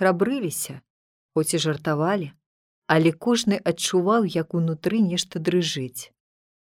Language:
Belarusian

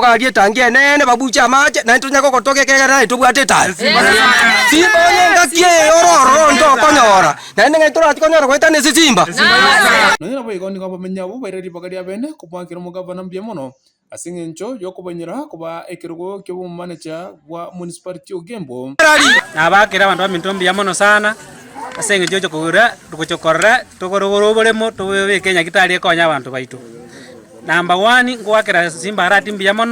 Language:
Gusii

